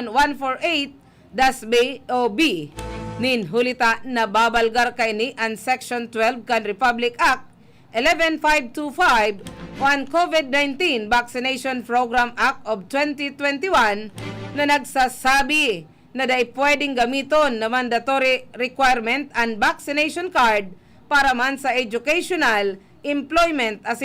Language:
Bikol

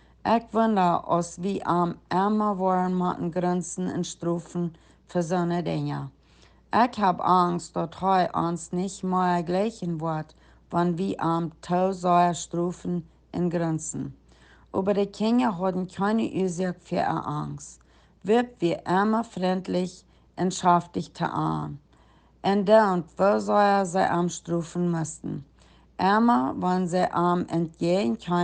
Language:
Plautdietsch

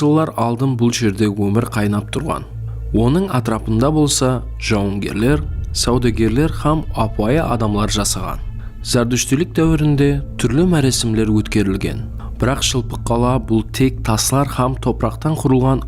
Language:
Kara-Kalpak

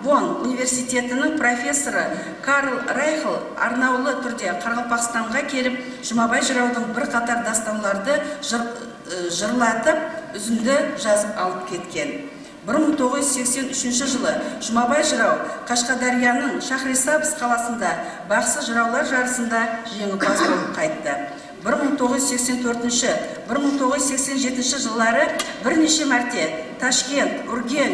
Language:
Kara-Kalpak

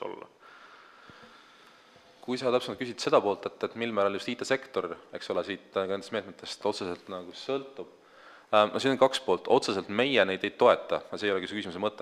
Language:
Estonian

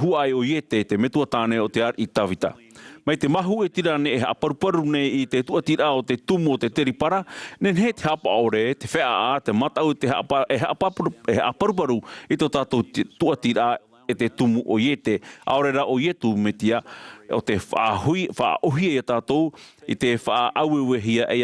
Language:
Tahitian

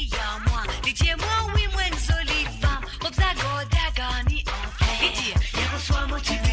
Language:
Morisyen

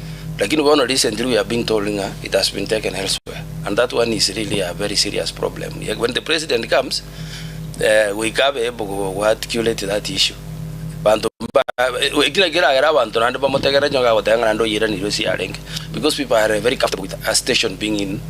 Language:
Gusii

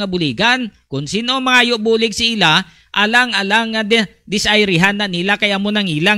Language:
Hiligaynon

